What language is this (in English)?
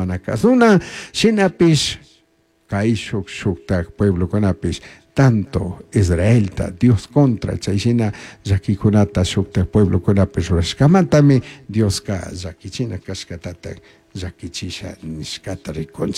Chimborazo Highland Quichua